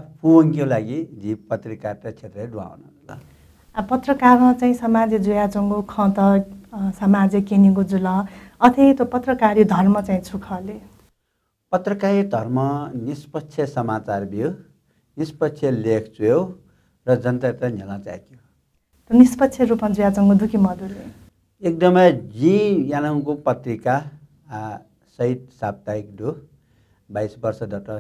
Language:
Newari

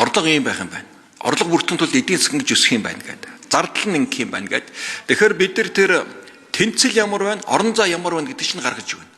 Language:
Mongolian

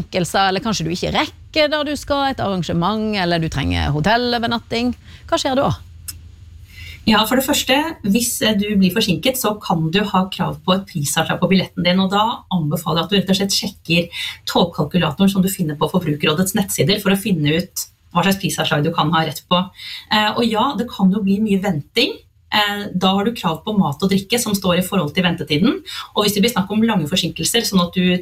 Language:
Norwegian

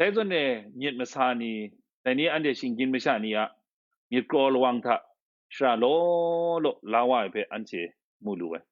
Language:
Kachin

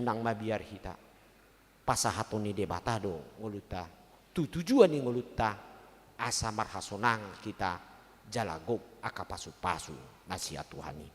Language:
Batak Toba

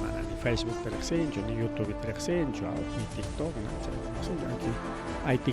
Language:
Ayacucho Quechua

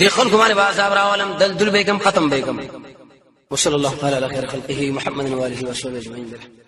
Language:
Pashto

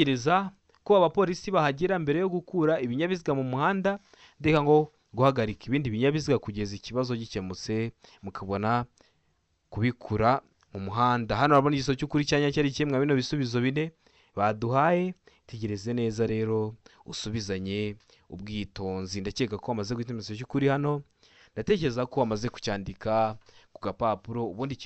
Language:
Kinyarwanda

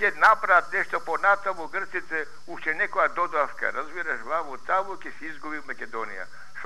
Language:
Macedonian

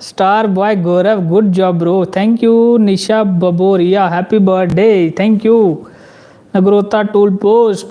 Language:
Dogri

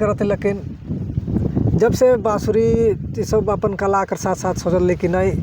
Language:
Sadri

